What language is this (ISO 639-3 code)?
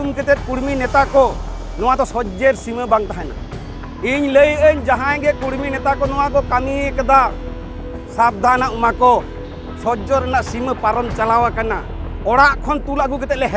sat